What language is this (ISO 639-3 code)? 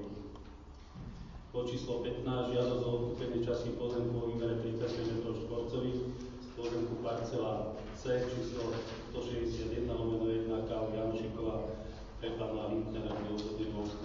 slk